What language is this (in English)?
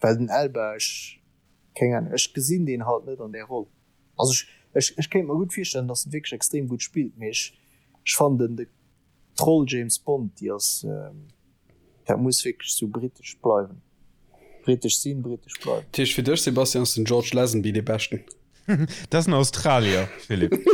Luxembourgish